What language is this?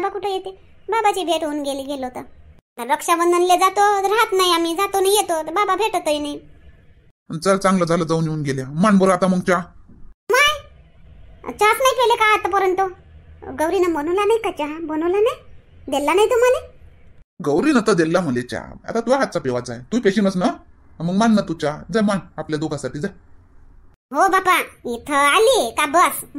Marathi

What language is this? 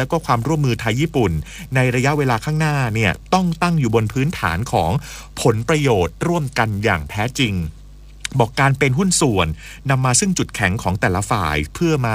Thai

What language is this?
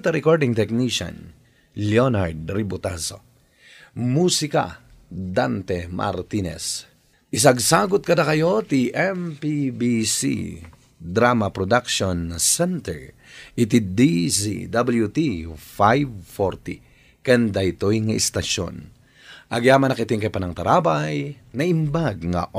Iloko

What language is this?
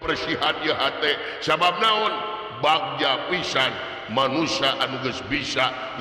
Sundanese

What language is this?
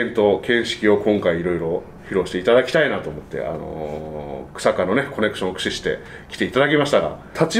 Japanese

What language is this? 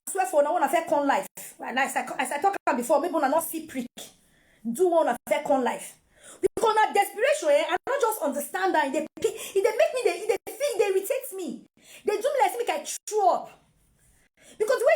Nigerian Pidgin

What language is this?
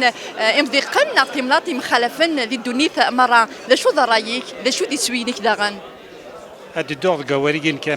Kabyle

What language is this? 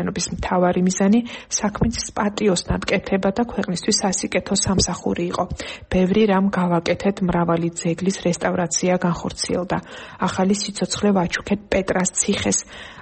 Georgian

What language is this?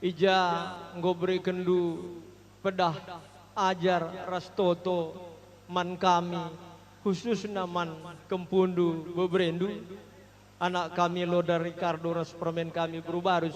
Batak Karo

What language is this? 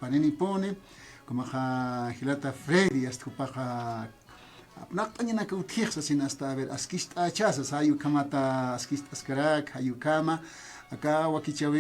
Aymara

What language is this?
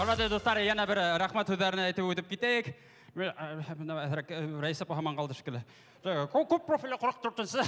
Bashkir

